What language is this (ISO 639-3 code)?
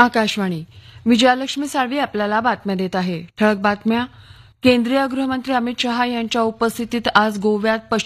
mar